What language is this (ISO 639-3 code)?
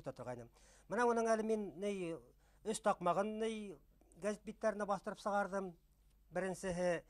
bak